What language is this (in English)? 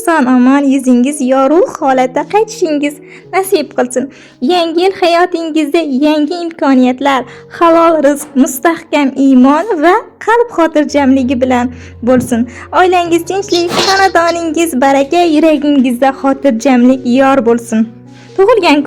Uzbek